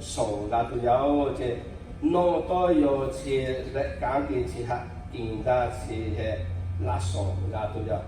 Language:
Lahu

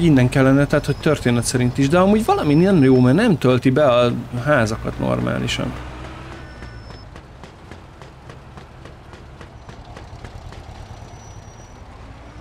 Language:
Hungarian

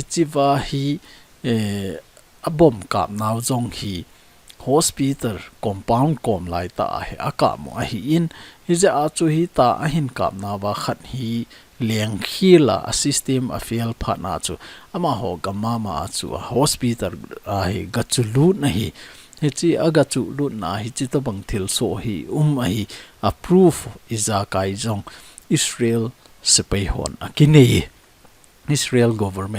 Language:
Thado Chin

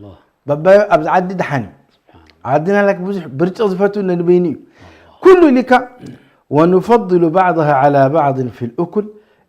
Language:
Tigrinya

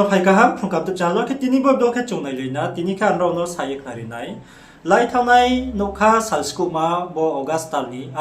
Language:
Riang (India)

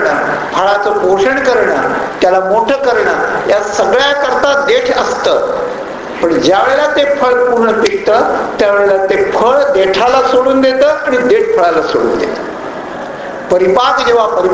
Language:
Marathi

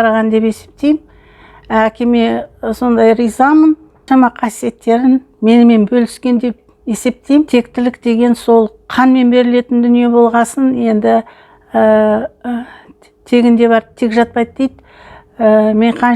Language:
Kazakh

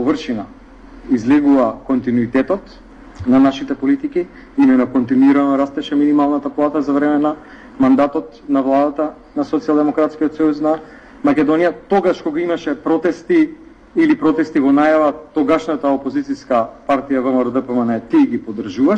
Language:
Macedonian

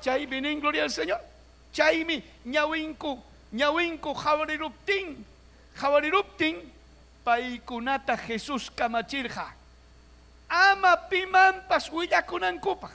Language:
Ayacucho Quechua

